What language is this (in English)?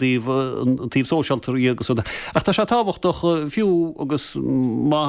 Irish